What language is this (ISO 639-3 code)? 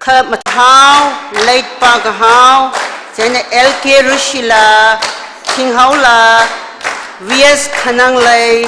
nmf